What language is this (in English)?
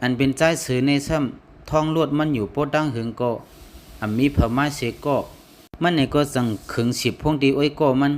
Shan